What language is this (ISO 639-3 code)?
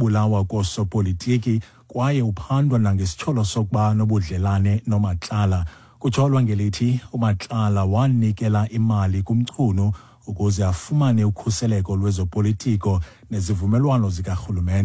xho